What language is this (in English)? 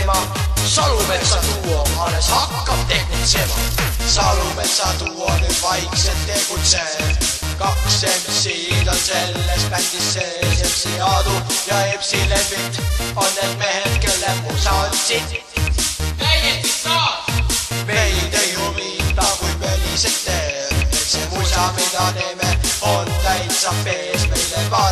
Estonian